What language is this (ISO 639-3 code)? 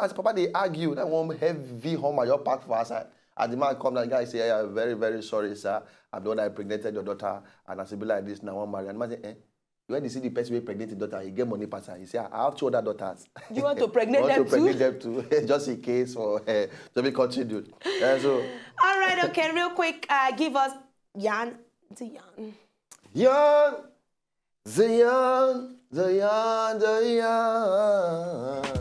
pcm